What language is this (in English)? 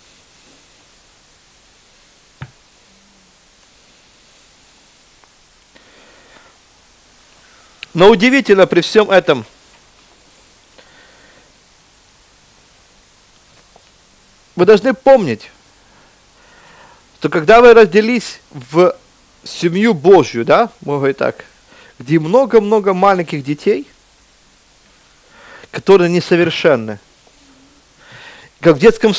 Russian